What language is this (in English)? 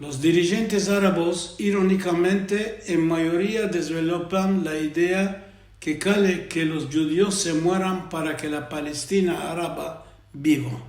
Ladino